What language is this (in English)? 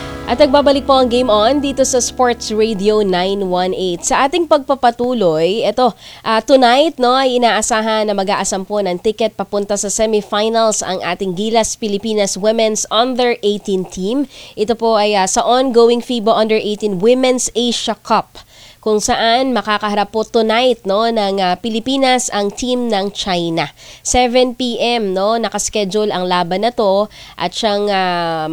Filipino